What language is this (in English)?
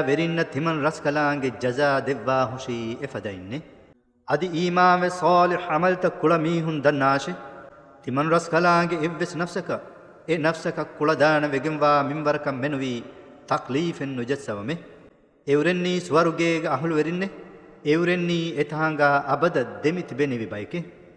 Divehi